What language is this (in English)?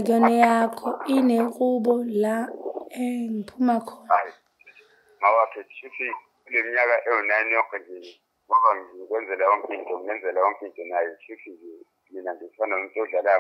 Zulu